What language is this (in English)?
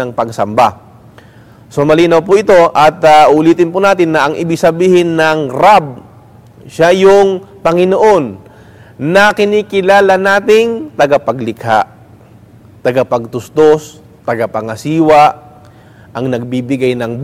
Filipino